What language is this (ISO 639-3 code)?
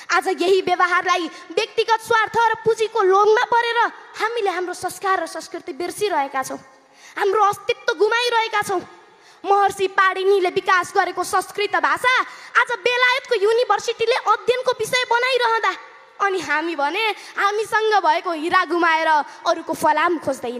nep